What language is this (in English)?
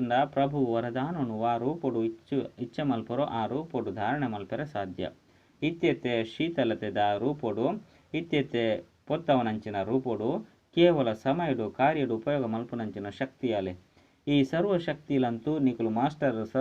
Tulu